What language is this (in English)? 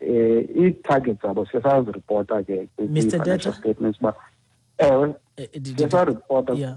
Xhosa